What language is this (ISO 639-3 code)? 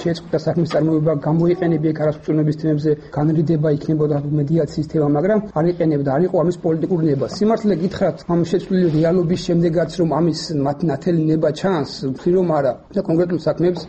kat